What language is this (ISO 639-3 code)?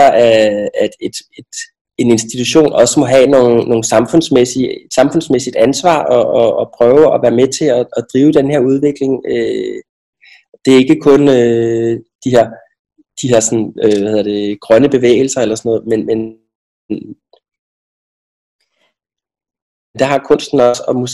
dan